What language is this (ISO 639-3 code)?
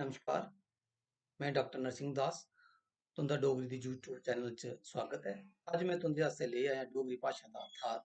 doi